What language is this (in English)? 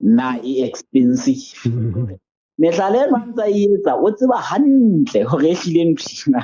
Southern Sotho